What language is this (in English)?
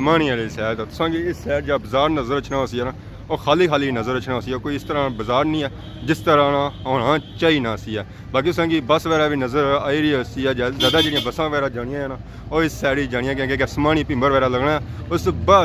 Pahari-Potwari